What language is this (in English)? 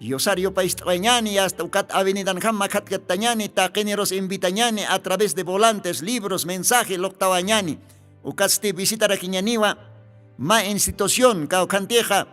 Aymara